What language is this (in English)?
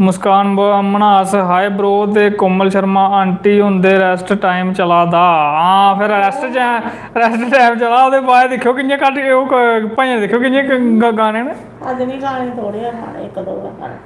Dogri